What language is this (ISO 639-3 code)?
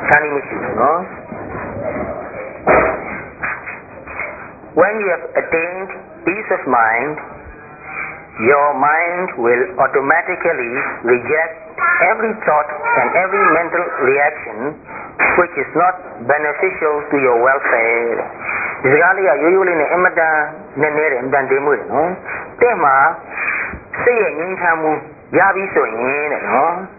mya